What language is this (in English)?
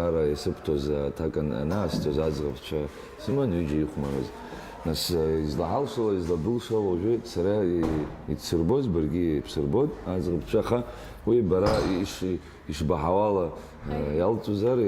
Abkhazian